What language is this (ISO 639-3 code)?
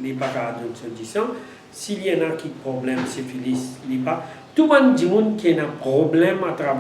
mfe